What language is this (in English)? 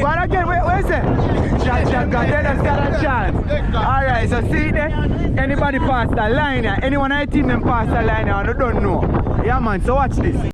Jamaican Creole English